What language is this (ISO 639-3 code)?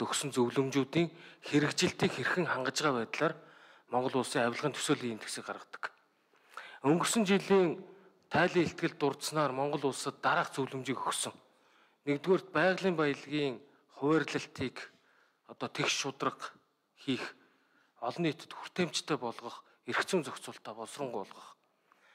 mon